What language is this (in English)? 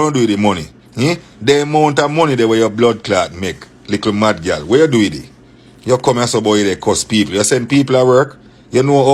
Jamaican Creole English